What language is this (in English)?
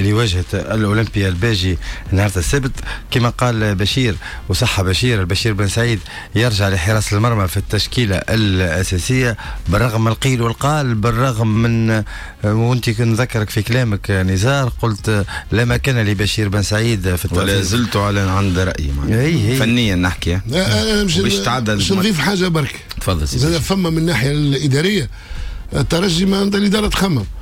Tunisian Arabic